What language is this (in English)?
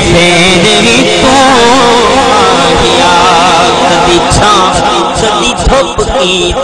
Saraiki